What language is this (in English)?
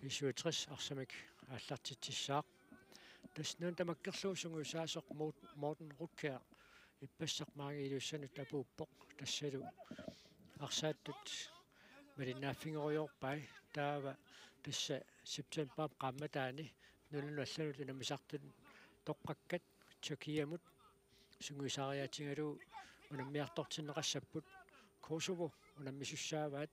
Kalaallisut